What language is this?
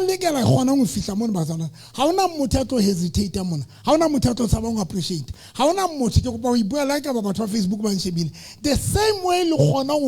Southern Sotho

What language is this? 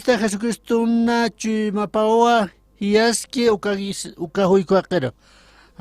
Aymara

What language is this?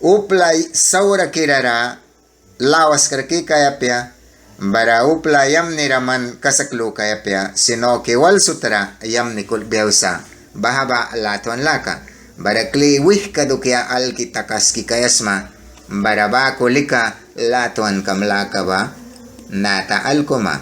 Mískito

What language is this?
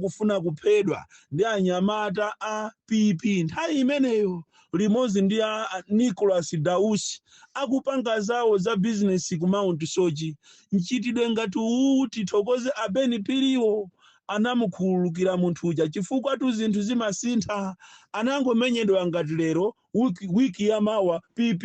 Nyanja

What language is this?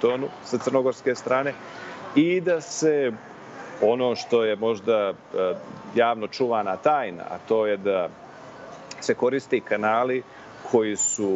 Serbian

